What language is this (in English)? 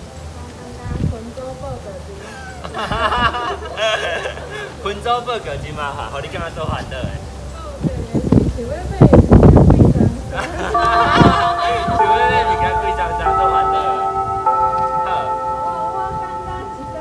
Min Nan Chinese